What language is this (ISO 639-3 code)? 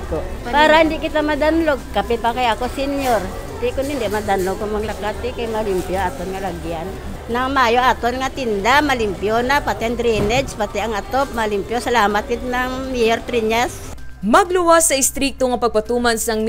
hil